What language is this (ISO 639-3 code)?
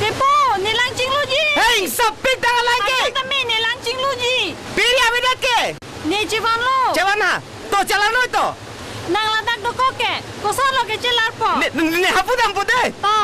mjw